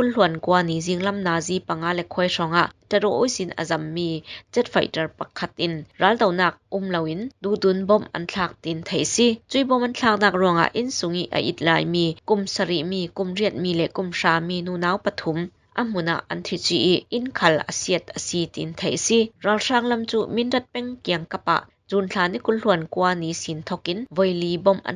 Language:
Falam Chin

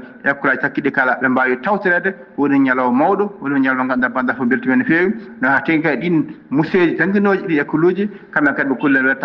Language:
Fula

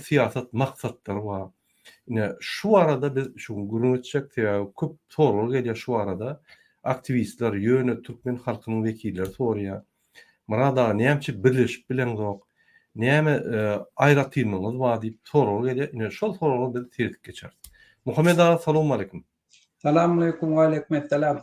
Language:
Turkmen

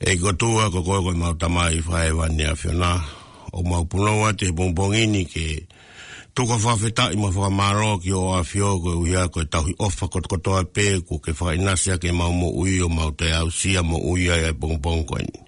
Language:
Tongan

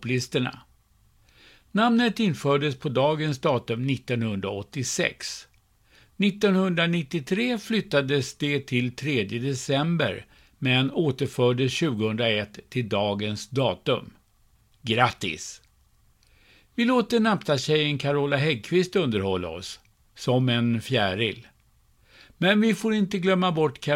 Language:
Swedish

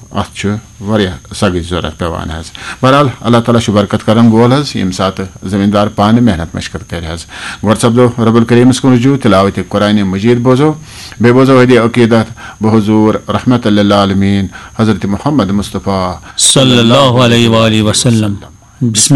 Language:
Kashmiri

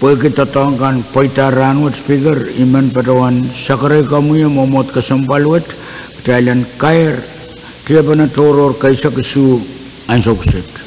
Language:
Pohnpeian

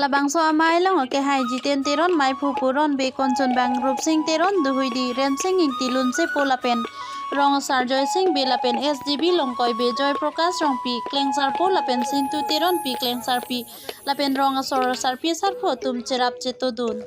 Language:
Karbi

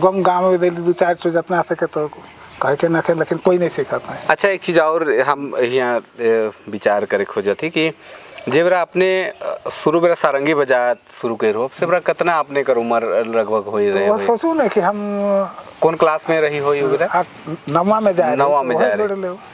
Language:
Sadri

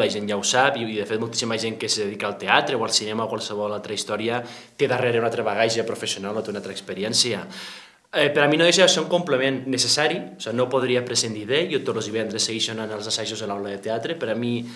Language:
Catalan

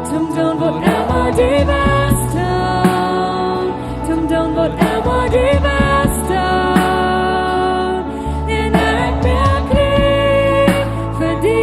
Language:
Plautdietsch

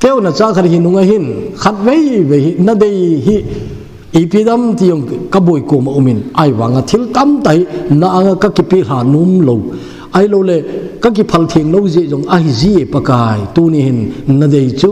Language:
Thado Chin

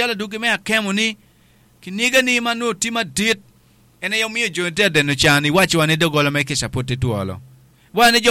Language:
Acoli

